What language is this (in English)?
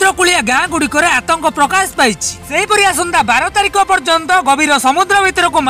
Odia